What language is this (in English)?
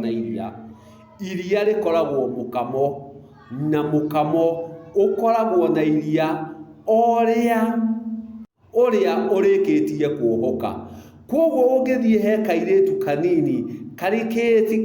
Kikuyu